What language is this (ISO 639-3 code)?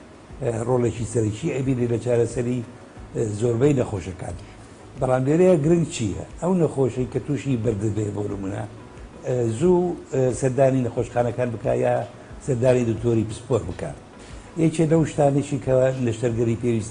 ckb